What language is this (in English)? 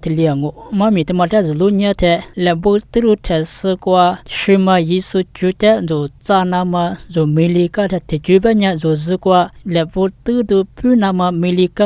Lisu